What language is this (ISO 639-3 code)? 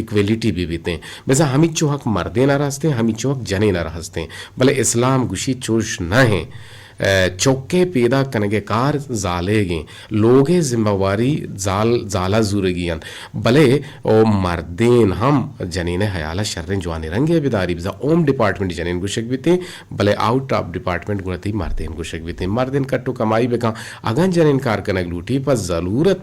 bgp